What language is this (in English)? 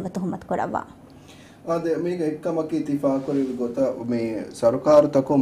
Divehi